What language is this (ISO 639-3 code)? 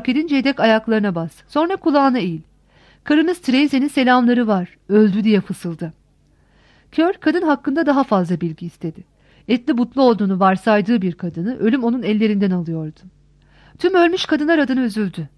tur